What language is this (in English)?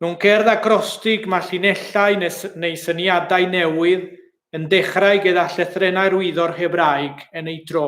Welsh